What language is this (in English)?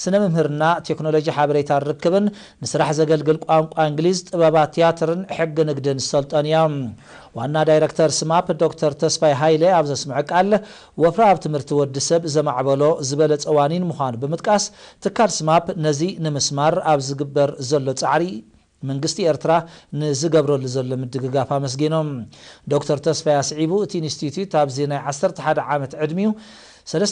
Tigrinya